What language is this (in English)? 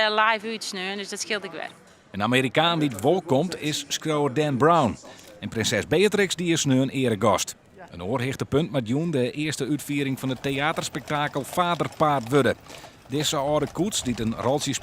Western Frisian